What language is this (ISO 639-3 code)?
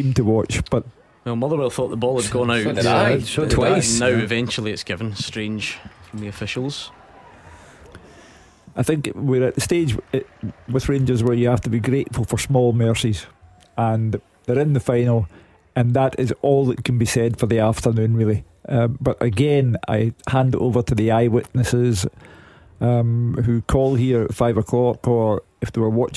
eng